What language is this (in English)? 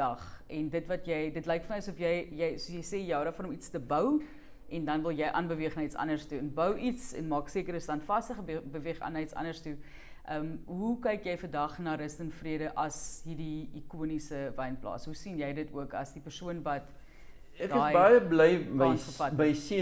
Afrikaans